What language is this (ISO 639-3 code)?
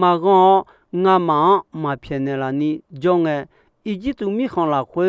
ahk